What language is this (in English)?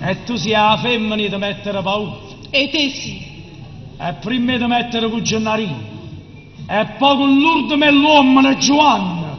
Neapolitan